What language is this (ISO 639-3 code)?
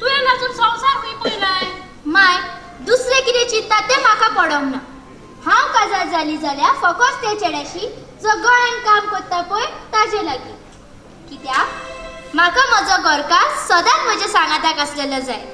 kok